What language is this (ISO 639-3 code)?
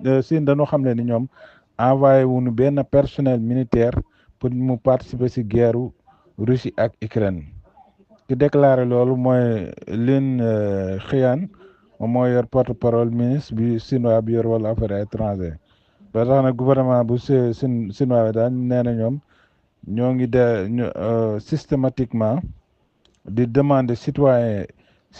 wol